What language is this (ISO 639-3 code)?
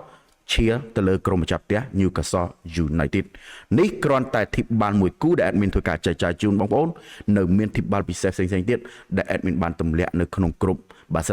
khm